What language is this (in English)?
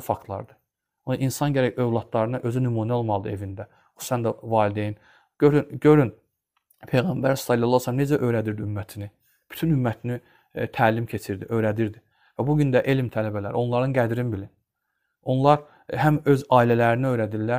Azerbaijani